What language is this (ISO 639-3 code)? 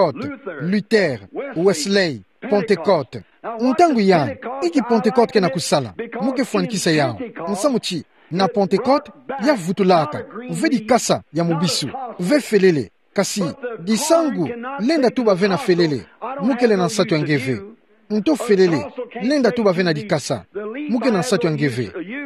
ktu